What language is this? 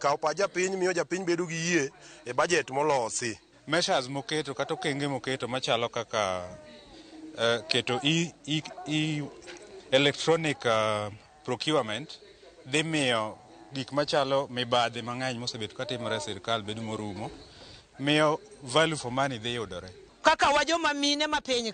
Luo (Kenya and Tanzania)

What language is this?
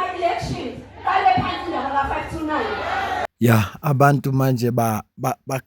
Zulu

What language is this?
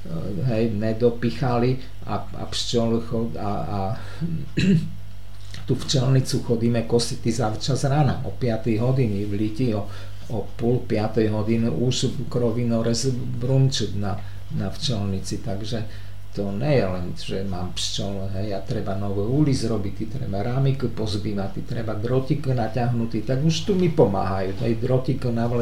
Slovak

